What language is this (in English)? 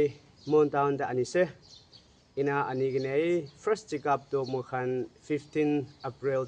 Naga Pidgin